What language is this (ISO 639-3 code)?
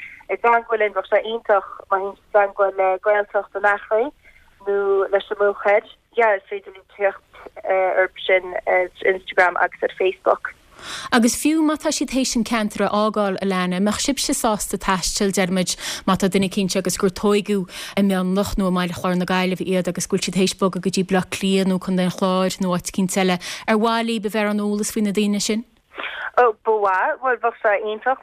gle